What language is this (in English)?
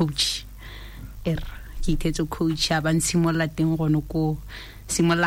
Tswana